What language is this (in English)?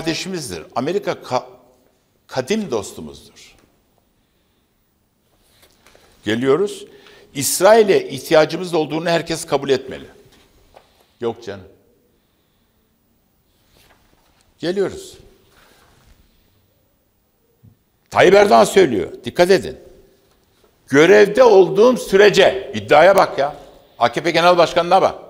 Turkish